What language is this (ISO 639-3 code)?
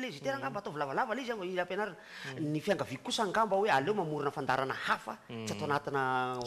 mlg